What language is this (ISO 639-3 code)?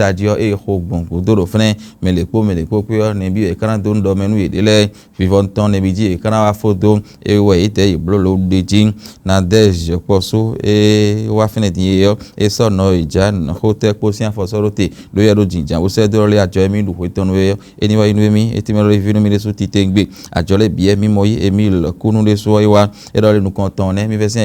fon